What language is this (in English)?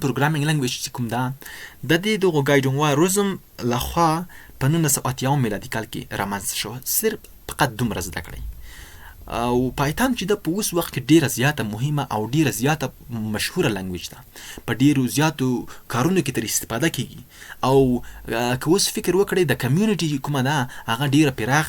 Pashto